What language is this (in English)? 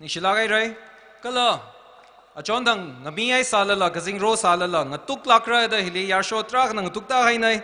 Tangkhul Naga (India)